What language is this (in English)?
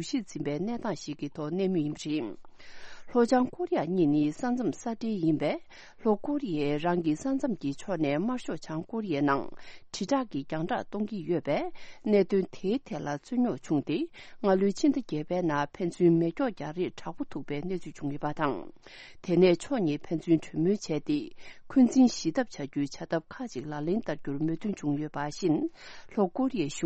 Tibetan